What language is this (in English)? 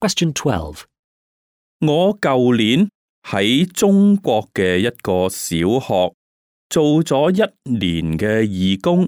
Cantonese